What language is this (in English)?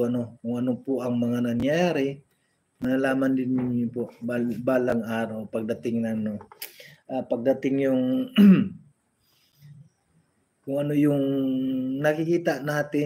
Filipino